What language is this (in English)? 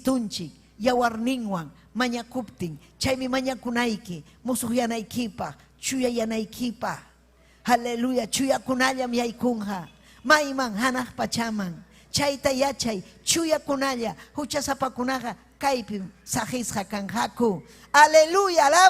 Ayacucho Quechua